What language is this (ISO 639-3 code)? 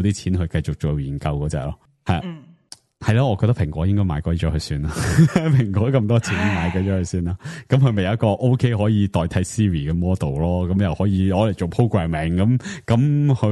yue